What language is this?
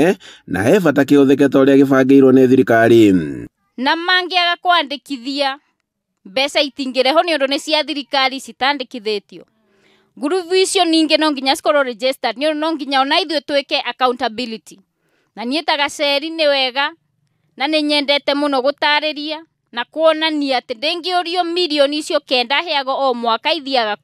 Kikuyu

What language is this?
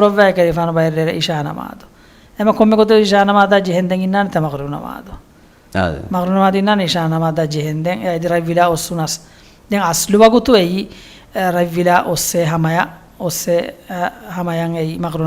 Divehi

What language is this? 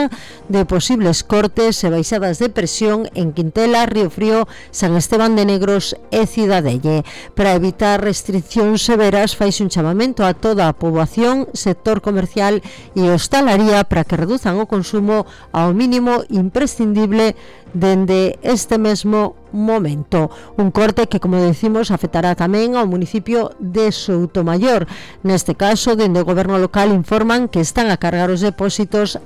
Galician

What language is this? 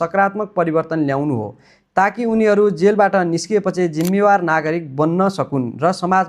Nepali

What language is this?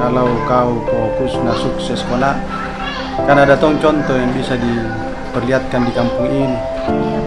Makassar Malay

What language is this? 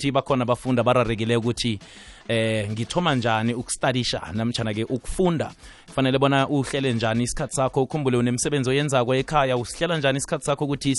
South Ndebele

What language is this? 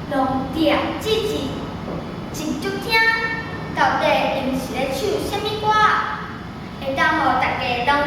Min Nan Chinese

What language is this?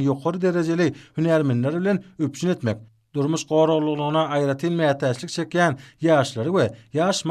Turkmen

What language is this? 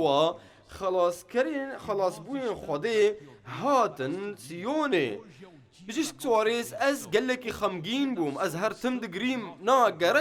Kurdish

